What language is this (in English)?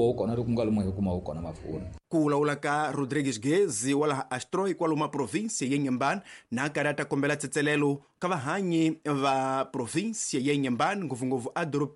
Tsonga